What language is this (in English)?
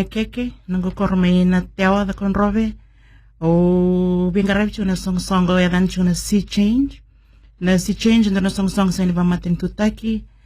Fijian